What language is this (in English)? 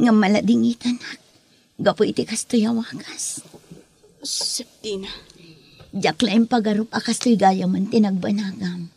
Iloko